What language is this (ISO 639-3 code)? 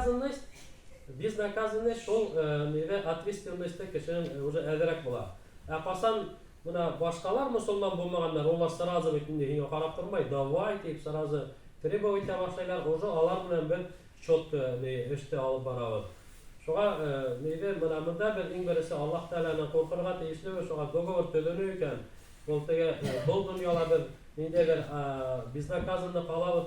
bak